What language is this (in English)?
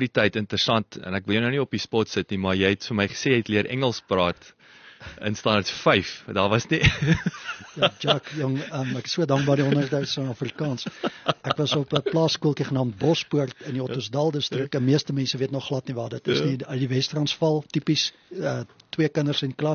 Afrikaans